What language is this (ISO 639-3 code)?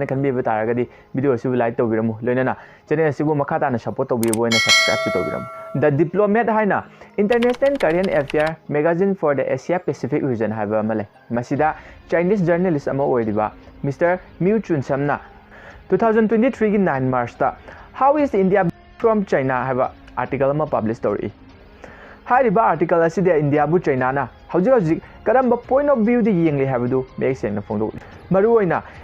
mni